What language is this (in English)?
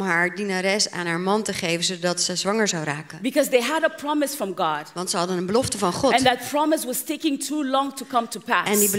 Dutch